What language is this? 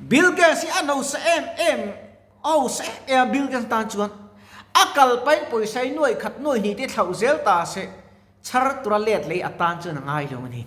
Mizo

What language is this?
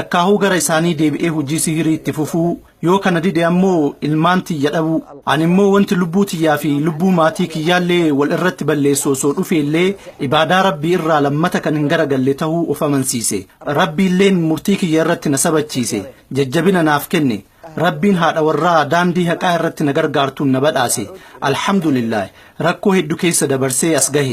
Oromo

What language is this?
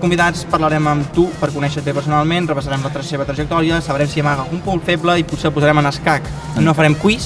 Catalan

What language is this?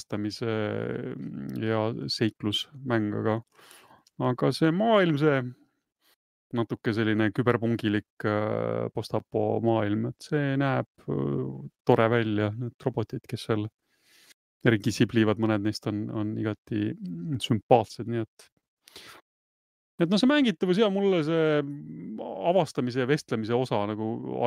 Estonian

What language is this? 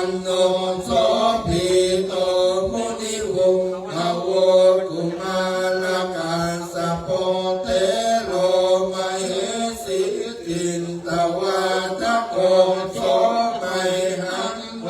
Pali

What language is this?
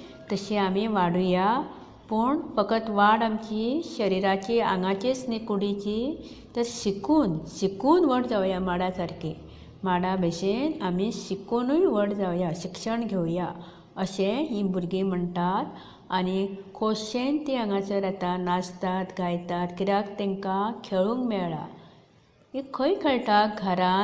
Konkani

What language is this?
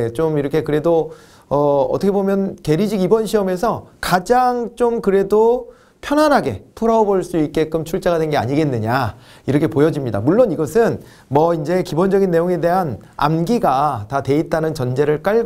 Korean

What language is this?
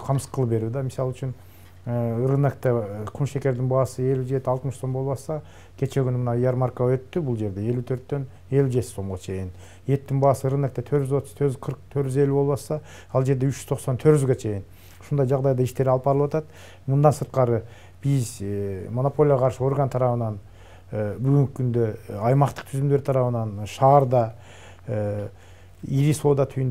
Kyrgyz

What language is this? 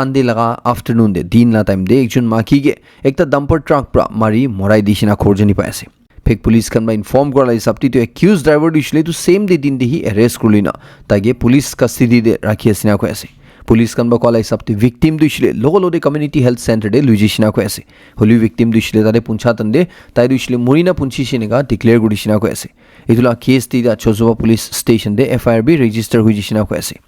Naga Pidgin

